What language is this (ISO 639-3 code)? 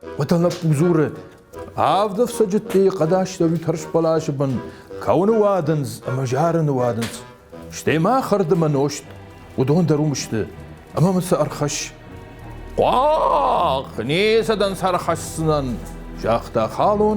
oss